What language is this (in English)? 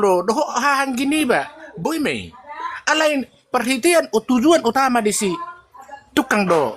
Batak Toba